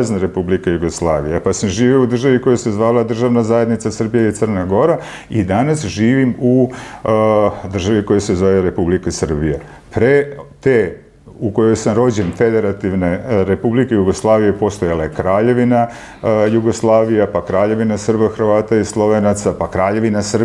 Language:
Serbian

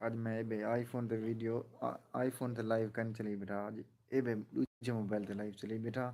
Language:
Saraiki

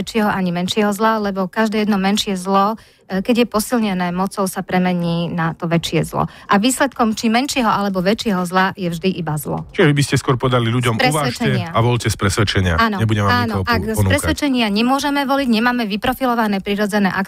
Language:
Slovak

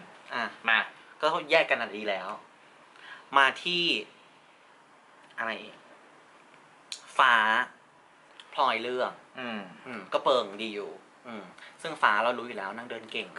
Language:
Thai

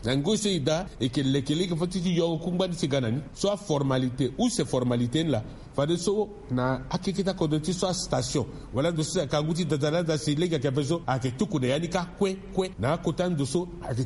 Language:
Sango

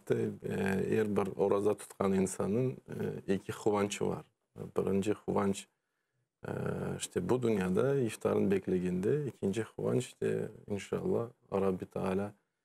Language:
Crimean Tatar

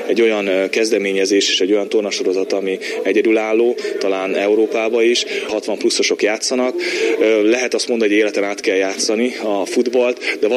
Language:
Hungarian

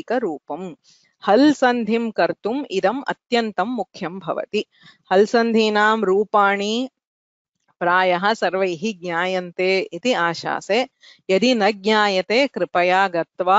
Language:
Sanskrit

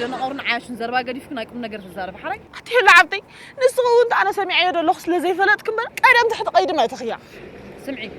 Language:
Tigrinya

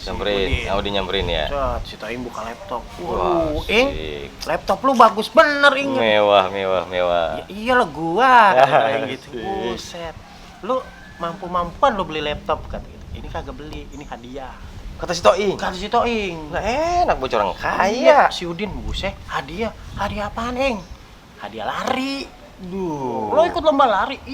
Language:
Betawi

